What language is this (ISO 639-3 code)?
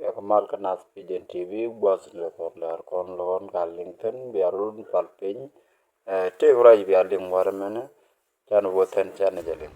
nus